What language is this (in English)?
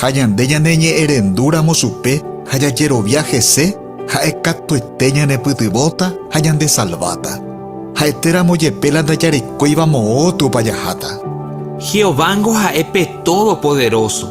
Guarani